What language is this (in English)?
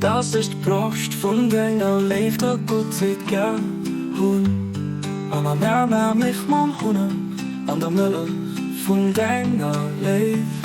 Luxembourgish